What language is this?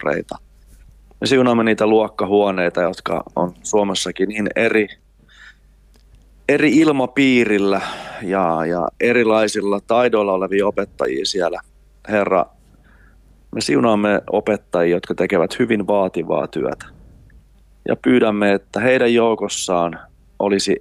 Finnish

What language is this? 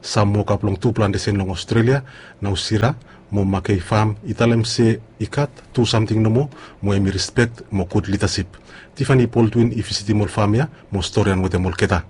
Bislama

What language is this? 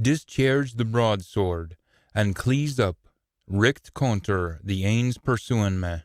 Scots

